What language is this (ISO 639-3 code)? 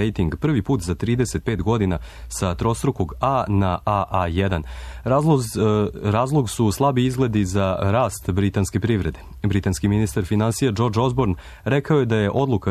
srp